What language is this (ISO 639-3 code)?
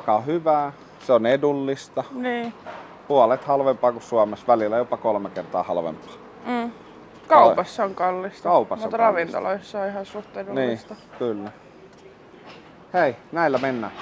fin